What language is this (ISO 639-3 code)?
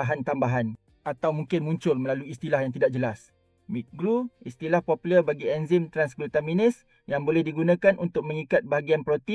msa